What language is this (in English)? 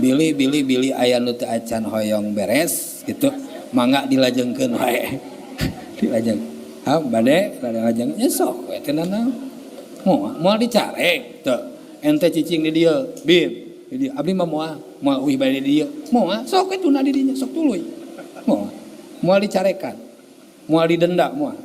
Sundanese